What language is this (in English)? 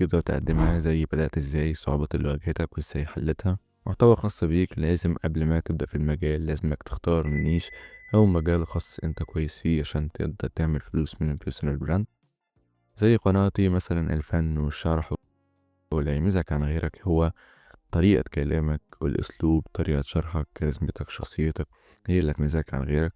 Egyptian Arabic